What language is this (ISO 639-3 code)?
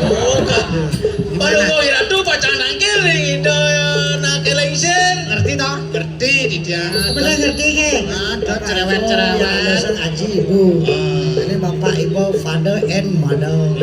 ban